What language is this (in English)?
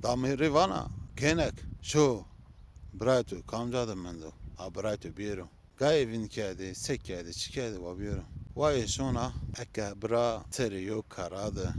Zaza